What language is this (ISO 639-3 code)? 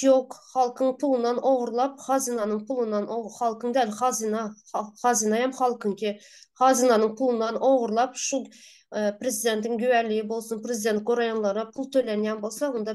tuk